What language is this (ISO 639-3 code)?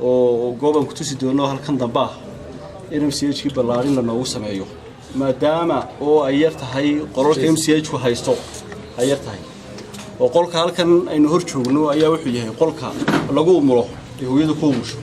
som